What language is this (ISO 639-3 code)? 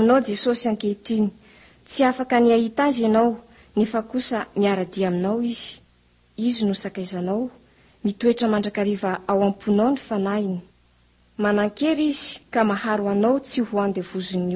mlg